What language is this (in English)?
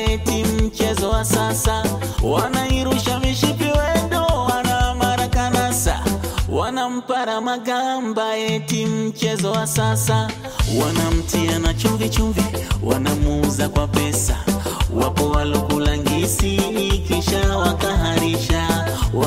Swahili